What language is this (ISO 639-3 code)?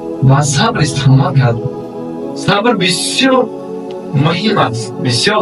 tgk